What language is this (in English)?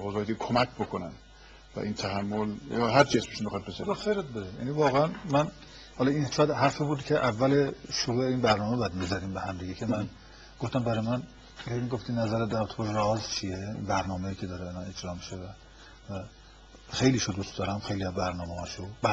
Persian